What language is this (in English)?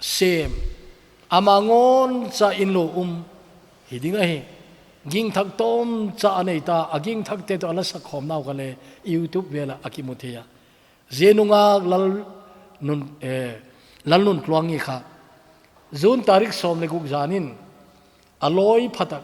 Thado Chin